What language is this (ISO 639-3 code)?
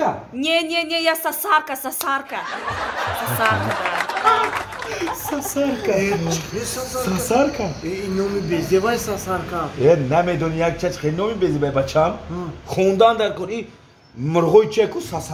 tgk